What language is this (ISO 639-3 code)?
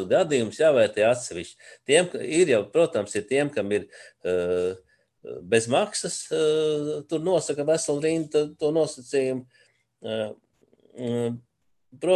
lav